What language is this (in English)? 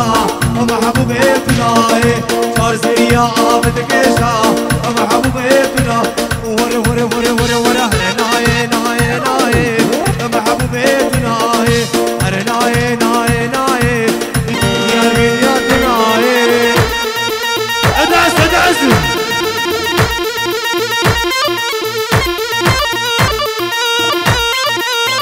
Arabic